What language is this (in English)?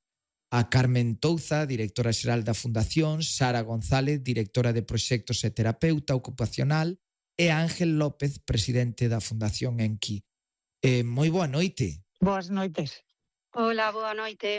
Galician